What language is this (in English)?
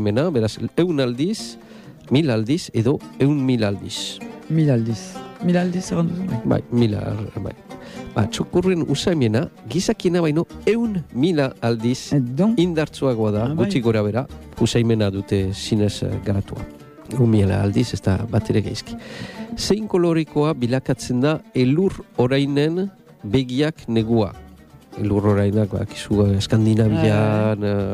Basque